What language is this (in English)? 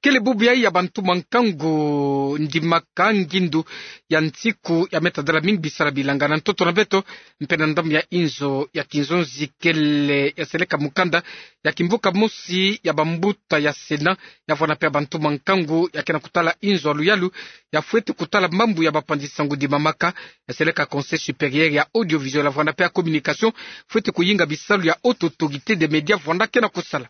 Kituba (Democratic Republic of Congo)